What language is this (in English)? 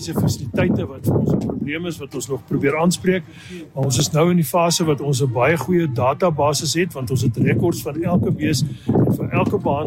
Afrikaans